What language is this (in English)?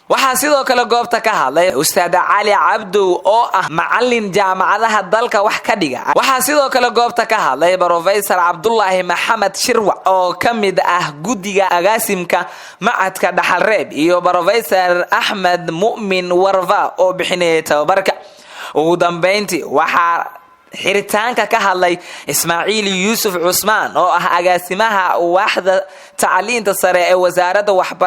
Somali